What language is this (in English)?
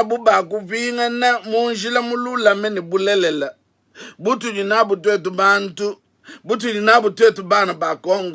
Luba-Lulua